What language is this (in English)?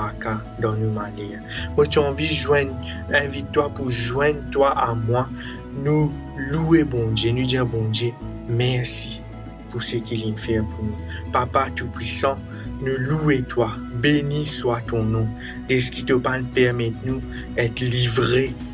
Morisyen